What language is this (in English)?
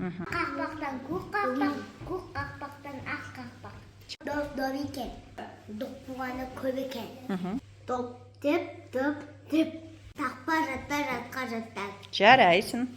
Kazakh